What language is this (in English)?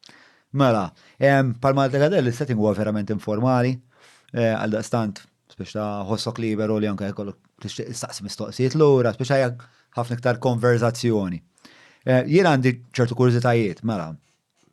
Maltese